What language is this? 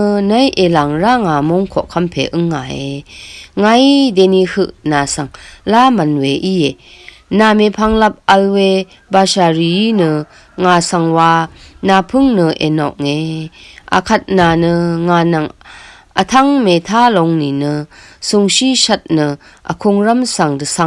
Rawang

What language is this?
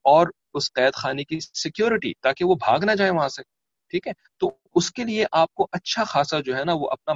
Urdu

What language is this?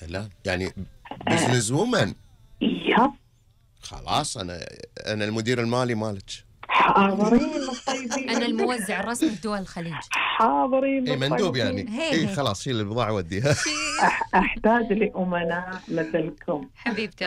Gulf Arabic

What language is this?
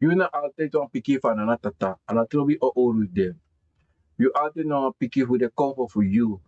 Sranan Tongo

